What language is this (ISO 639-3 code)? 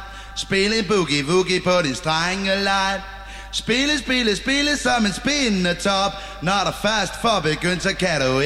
dan